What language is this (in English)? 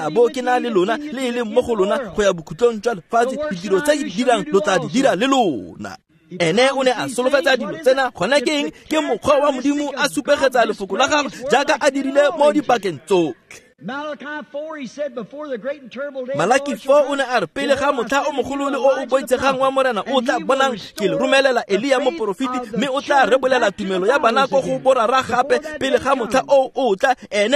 Tswana